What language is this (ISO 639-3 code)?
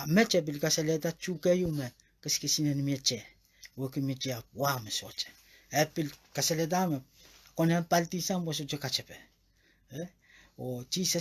pon